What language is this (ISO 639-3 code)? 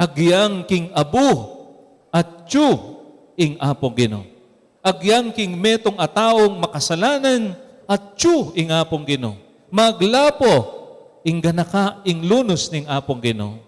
pam